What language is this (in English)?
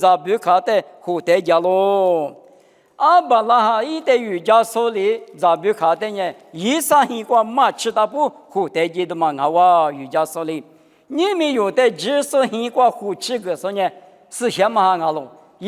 Lisu